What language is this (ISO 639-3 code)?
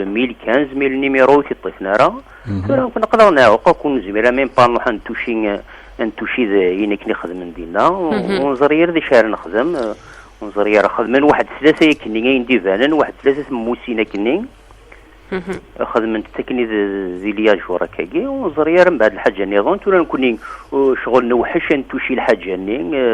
kab